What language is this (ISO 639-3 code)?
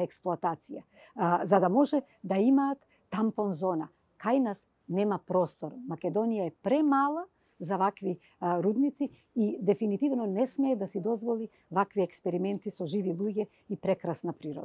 mkd